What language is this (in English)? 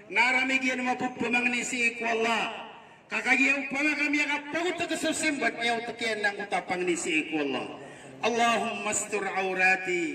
Maranao